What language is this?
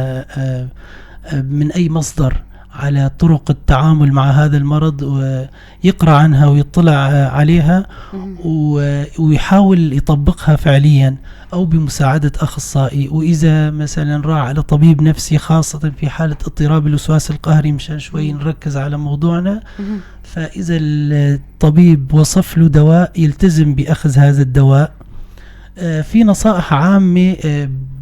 North Levantine Arabic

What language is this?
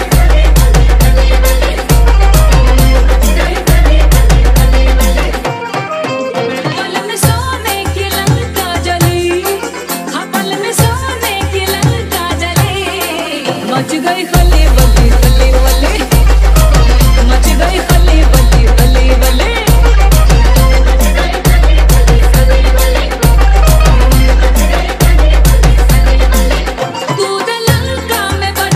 Chhattisgarhi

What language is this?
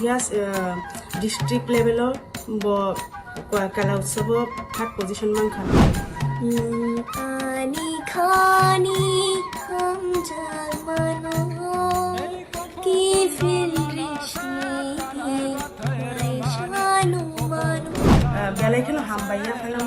Kok Borok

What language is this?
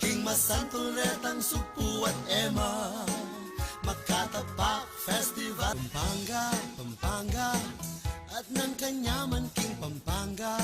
Pampanga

